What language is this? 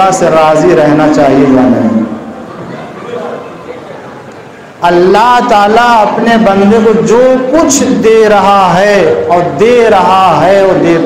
Urdu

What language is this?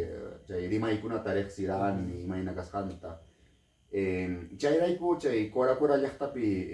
Ayacucho Quechua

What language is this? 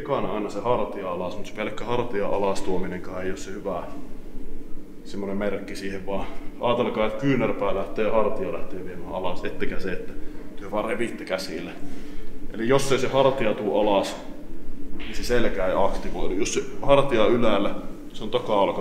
Finnish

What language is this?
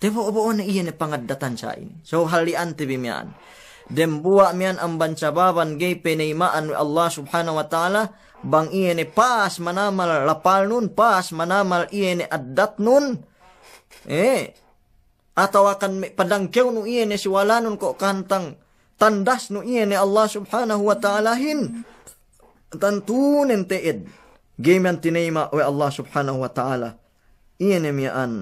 Yakan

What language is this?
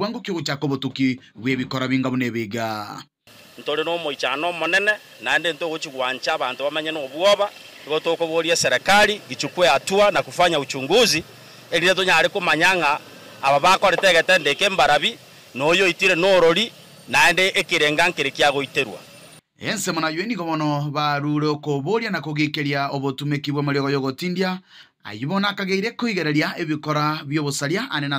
Gusii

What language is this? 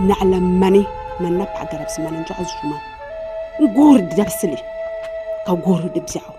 Dagbani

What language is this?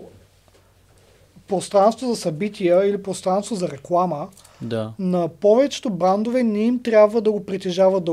Bulgarian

